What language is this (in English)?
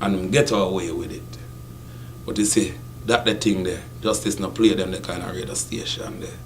Jamaican Creole English